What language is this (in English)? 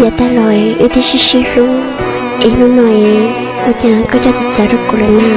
Hmong